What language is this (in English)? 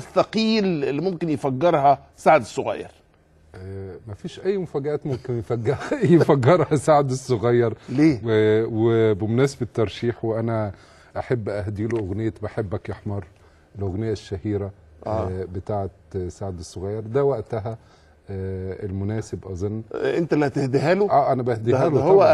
Egyptian Arabic